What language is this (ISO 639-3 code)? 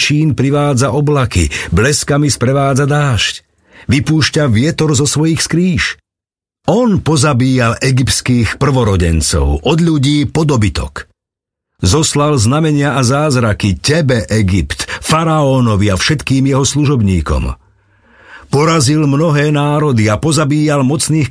slk